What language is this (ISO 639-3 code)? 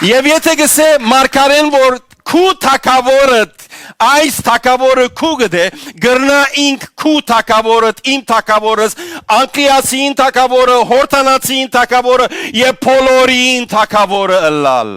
hyw